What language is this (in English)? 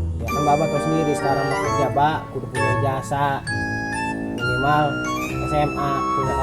Betawi